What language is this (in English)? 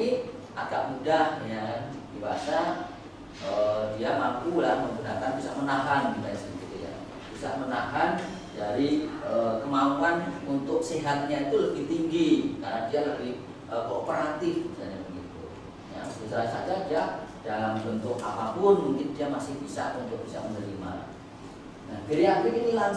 Indonesian